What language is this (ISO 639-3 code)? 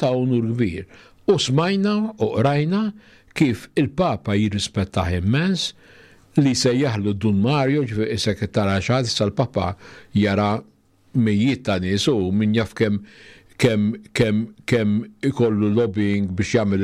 mlt